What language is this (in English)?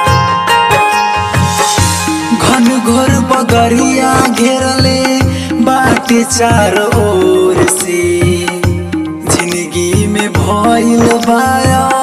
Bhojpuri